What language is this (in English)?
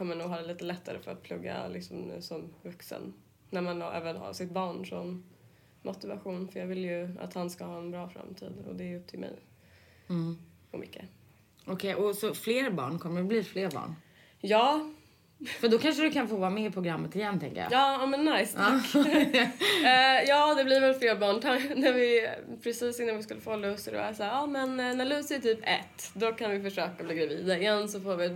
Swedish